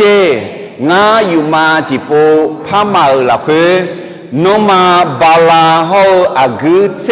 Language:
Akha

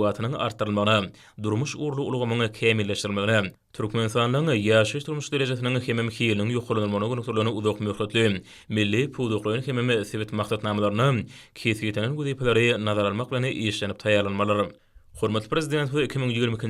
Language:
Turkmen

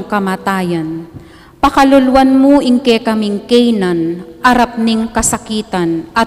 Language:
Pampanga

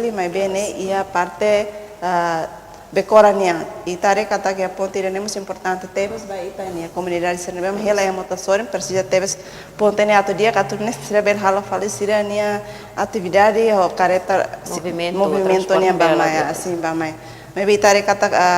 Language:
Tetum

